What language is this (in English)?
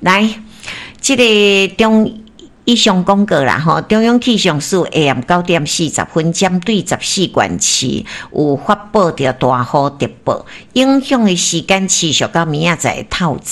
Min Nan Chinese